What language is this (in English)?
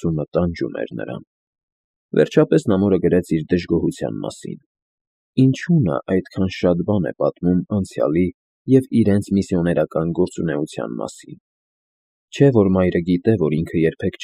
Armenian